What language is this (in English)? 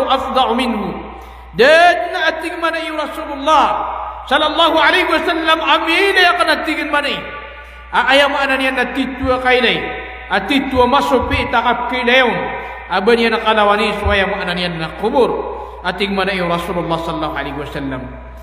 Maranao